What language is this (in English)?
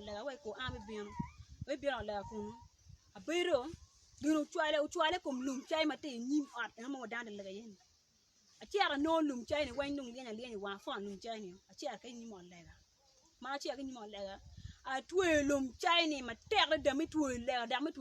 Acoli